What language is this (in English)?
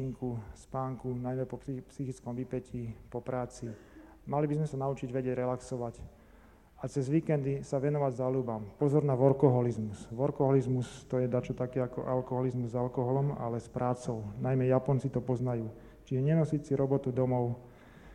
Slovak